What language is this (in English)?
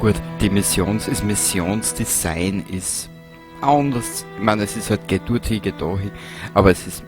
Bavarian